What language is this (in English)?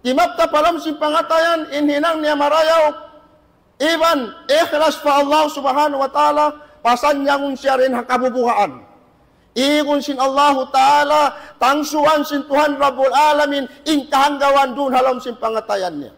Tausug